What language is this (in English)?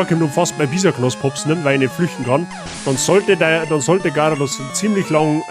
Bavarian